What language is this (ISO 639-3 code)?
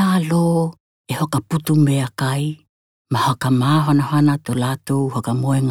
tkl